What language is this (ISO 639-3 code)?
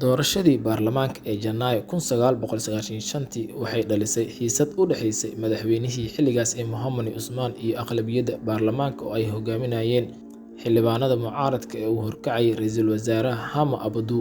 som